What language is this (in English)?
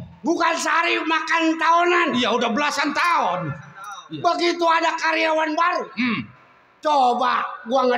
Betawi